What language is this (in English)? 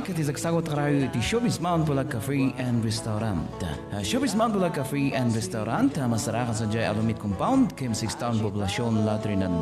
Iloko